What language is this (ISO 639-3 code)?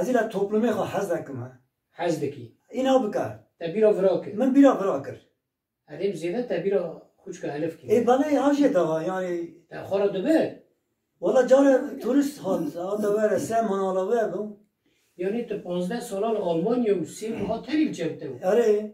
kur